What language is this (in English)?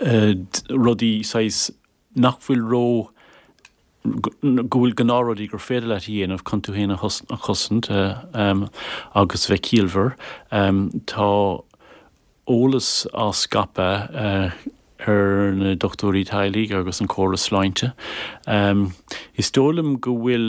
Irish